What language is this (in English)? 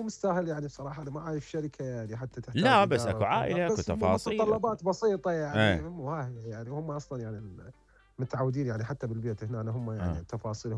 Mesopotamian Arabic